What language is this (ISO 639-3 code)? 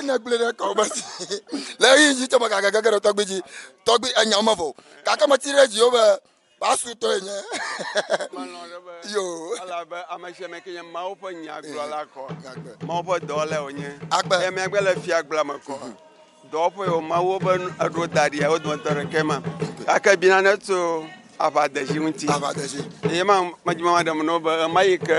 ewe